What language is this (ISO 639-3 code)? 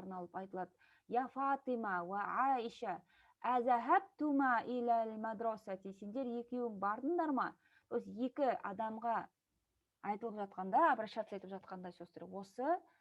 kaz